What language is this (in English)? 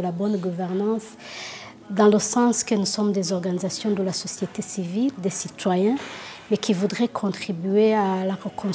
French